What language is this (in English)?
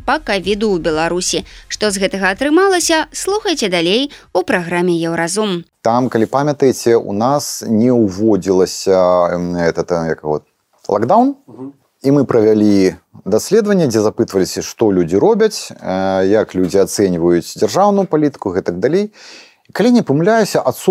Belarusian